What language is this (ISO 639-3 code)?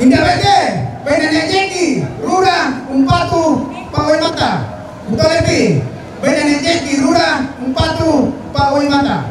sda